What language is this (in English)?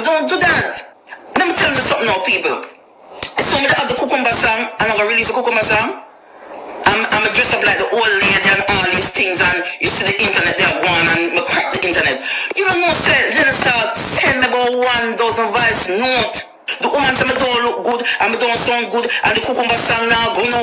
Jamaican Creole English